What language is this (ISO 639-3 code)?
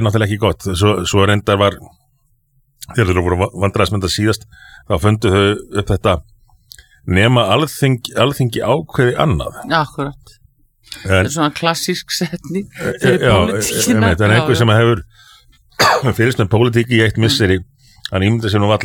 isl